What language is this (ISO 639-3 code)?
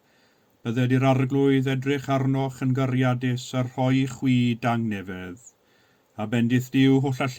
cym